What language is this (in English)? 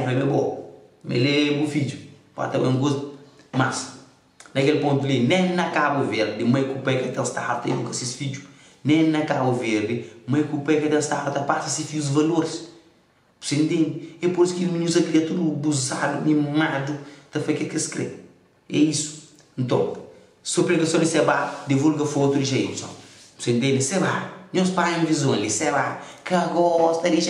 Kabuverdianu